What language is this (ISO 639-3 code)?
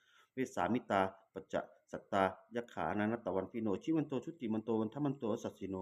pli